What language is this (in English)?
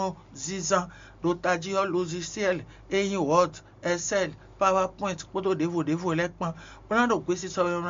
Fon